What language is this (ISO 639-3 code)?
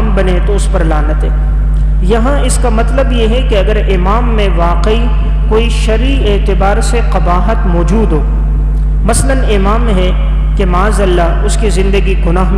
urd